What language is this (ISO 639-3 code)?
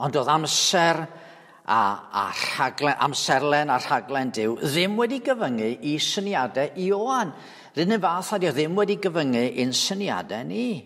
cym